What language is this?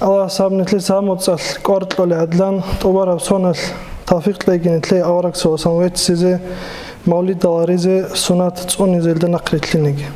Avaric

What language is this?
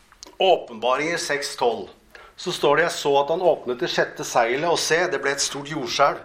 Norwegian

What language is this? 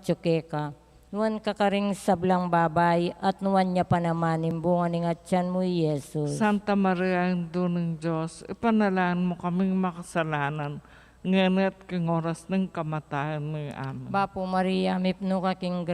Pampanga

